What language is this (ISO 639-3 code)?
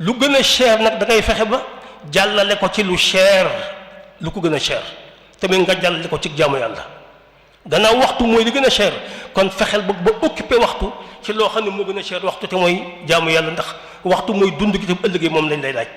wol